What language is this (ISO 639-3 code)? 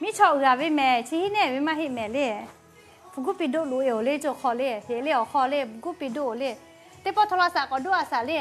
lhu